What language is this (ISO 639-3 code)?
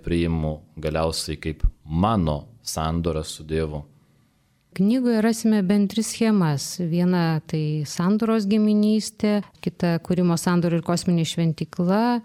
lit